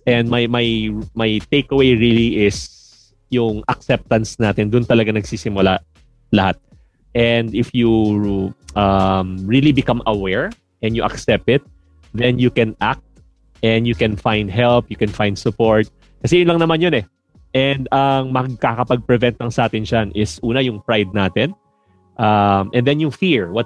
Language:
Filipino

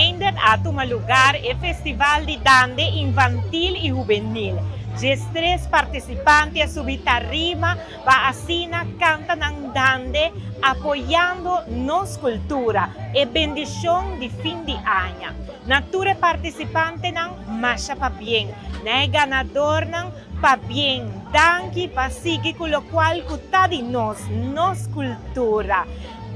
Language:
Papiamento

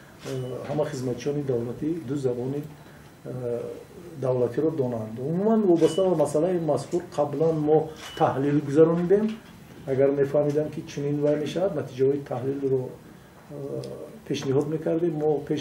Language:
Tajik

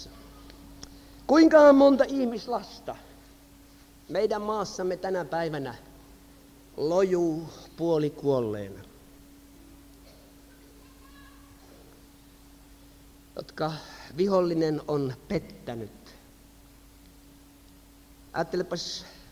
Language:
Finnish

